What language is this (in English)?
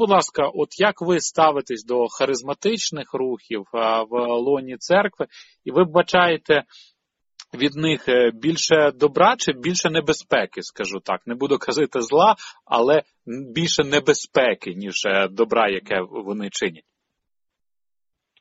Ukrainian